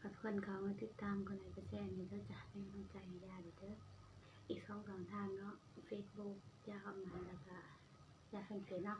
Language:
Northeastern Thai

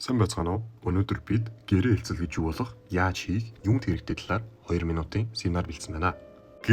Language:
Mongolian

